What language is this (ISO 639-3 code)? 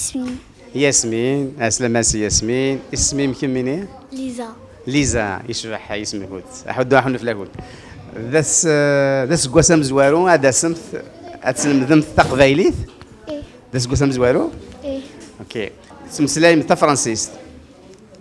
kab